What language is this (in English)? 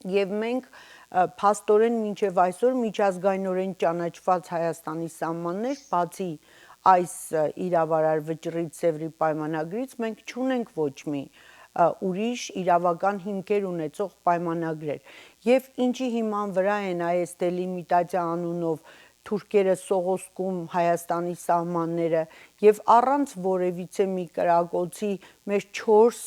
Western Armenian